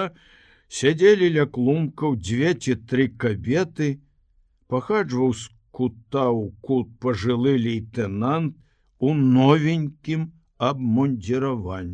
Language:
Belarusian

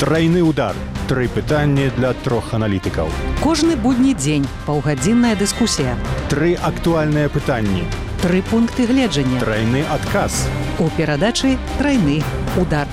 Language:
Belarusian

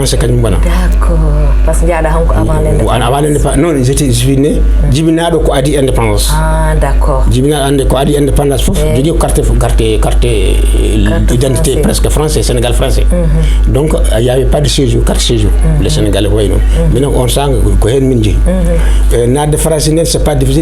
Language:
Fula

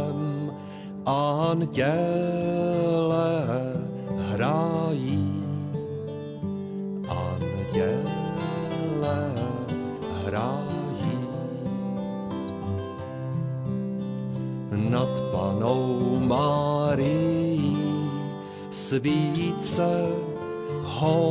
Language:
Czech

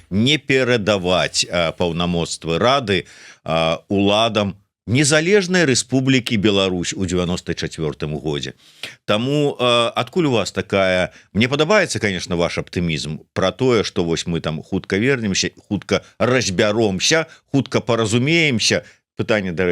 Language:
Belarusian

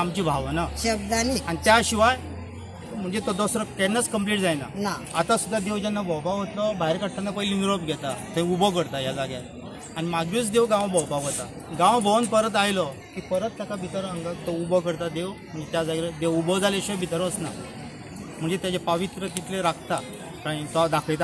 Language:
Konkani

